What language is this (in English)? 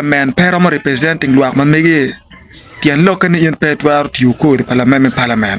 Acoli